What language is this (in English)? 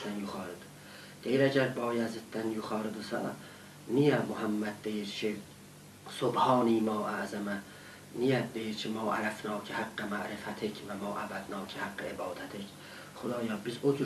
South Azerbaijani